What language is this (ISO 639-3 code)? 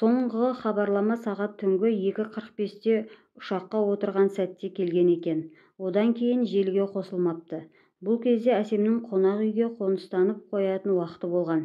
kaz